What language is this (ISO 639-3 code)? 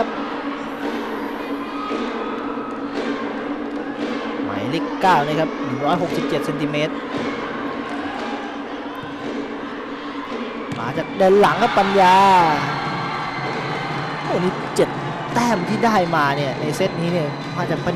tha